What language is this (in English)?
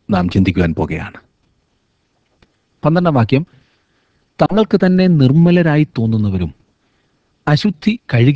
Malayalam